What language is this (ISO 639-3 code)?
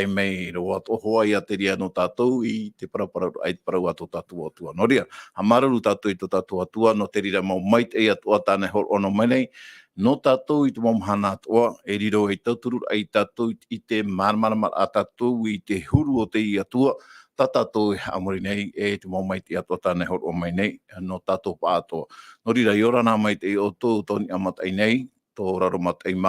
tah